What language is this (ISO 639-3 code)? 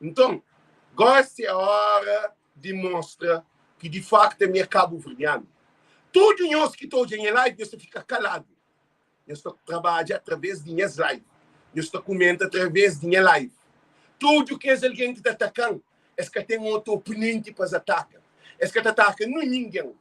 kea